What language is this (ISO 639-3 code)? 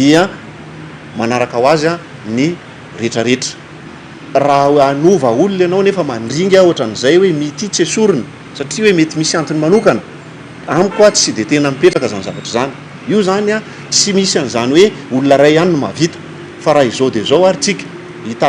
mlg